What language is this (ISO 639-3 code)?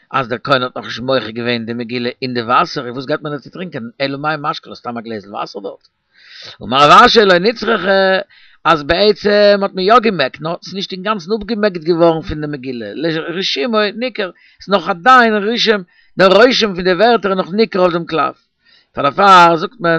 yid